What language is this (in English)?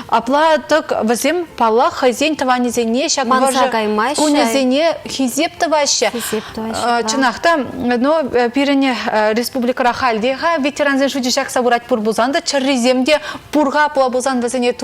Chuvash